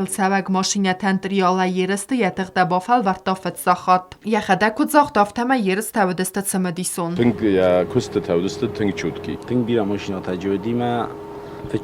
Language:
Ossetic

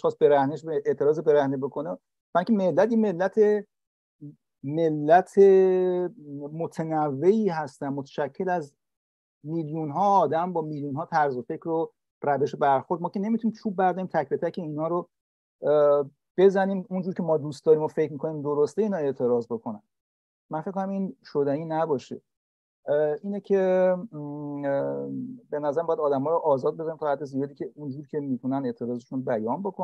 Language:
Persian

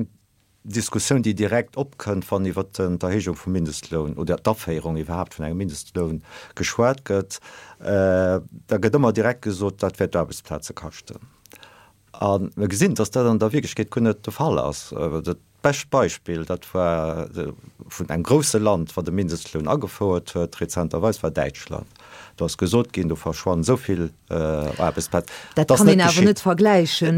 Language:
Luxembourgish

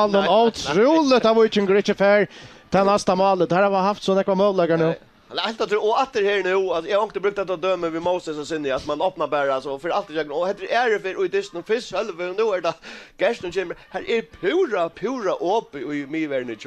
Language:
Faroese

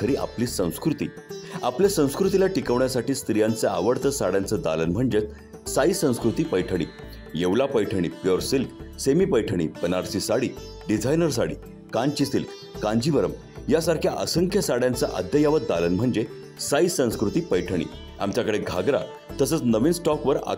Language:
Marathi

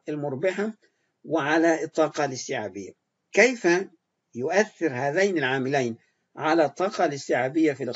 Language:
Arabic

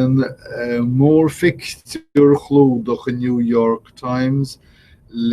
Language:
Irish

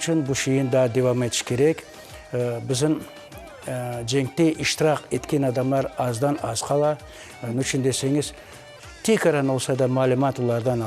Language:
Crimean Tatar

